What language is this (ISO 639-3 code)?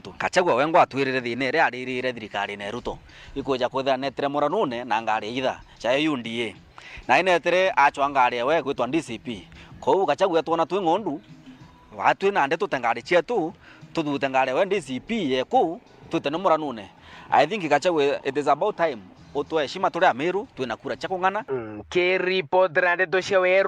mer